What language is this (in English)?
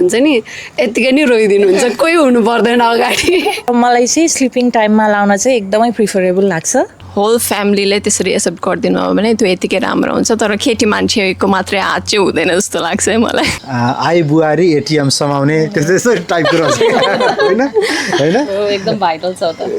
Nepali